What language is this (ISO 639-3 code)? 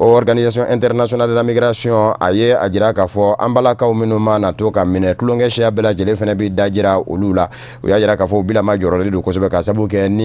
bam